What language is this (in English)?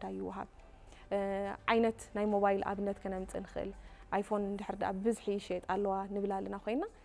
Tigrinya